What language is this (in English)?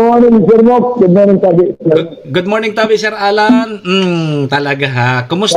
Bikol